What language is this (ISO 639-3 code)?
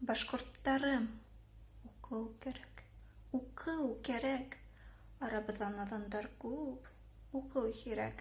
bak